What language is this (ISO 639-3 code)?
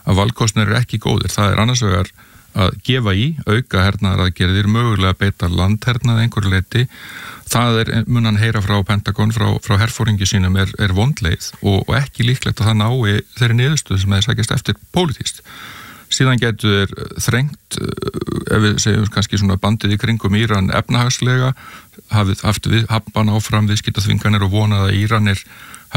isl